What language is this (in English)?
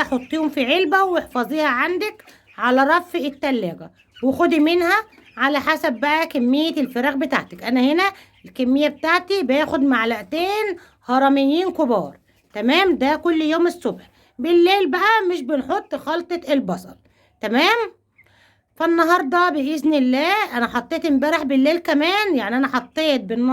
Egyptian Arabic